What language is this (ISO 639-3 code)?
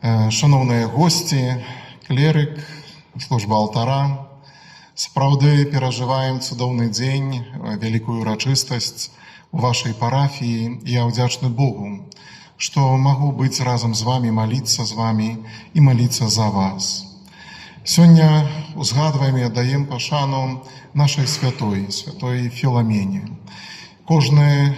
bel